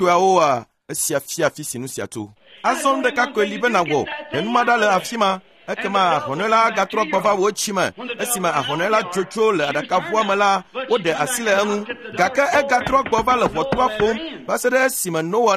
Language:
Ewe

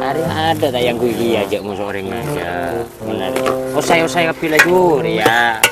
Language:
Madurese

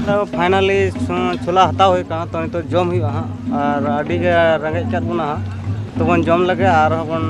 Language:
Santali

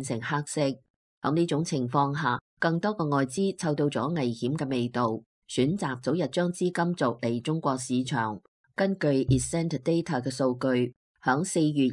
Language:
Cantonese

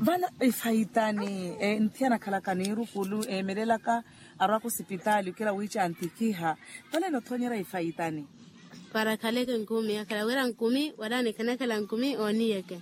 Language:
Makhuwa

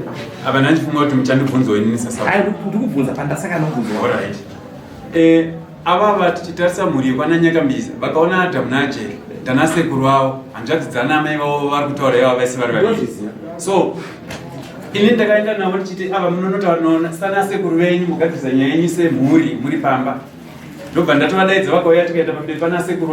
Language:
Shona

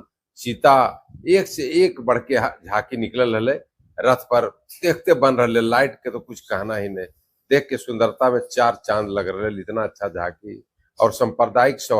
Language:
Magahi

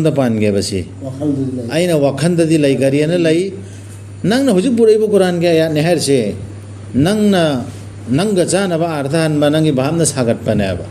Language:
Manipuri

